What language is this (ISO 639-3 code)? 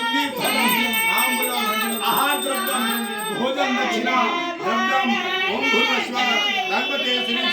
mai